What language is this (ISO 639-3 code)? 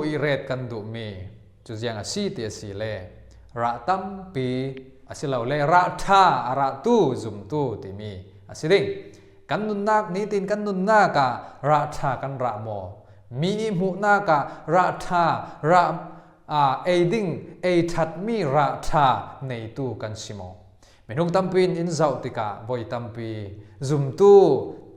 cfm